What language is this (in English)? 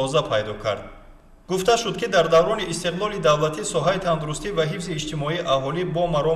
Tajik